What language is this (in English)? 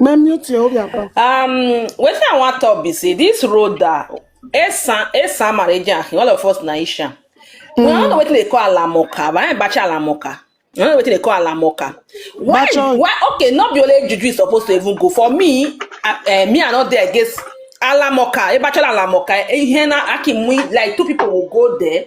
Nigerian Pidgin